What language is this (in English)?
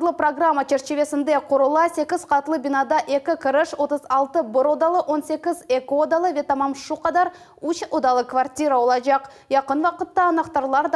Crimean Tatar